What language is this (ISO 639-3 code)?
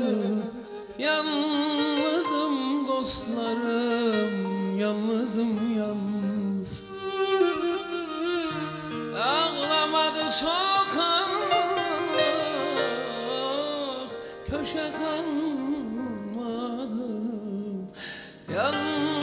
tur